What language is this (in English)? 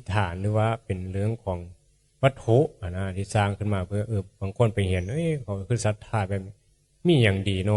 Northeastern Thai